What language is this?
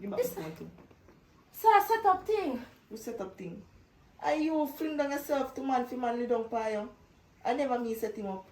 Jamaican Creole English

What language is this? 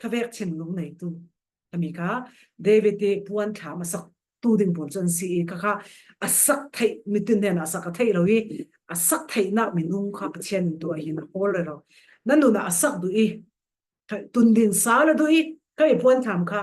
Falam Chin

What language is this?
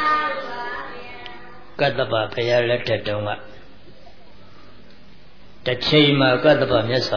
Burmese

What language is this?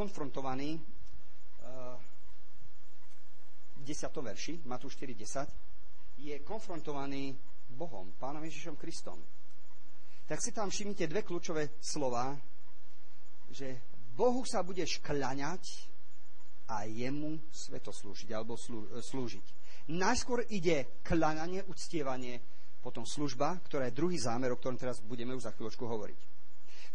Slovak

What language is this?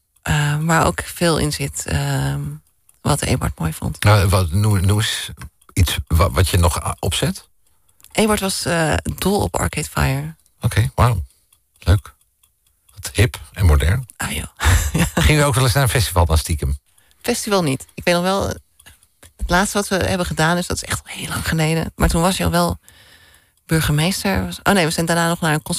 Dutch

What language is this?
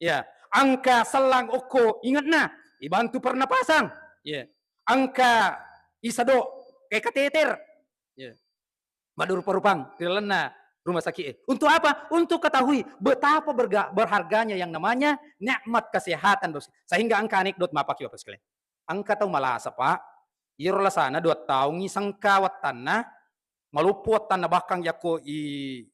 Buginese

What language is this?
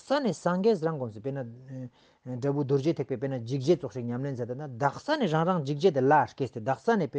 Ladakhi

